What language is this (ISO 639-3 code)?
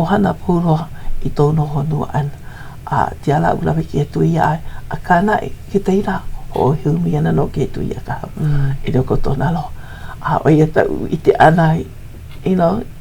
haw